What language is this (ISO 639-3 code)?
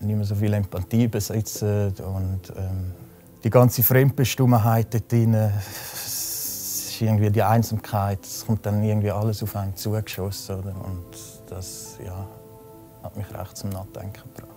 gsw